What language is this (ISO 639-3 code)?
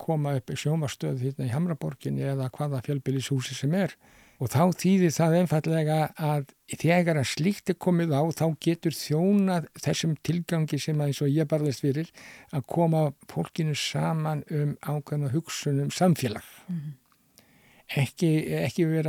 isl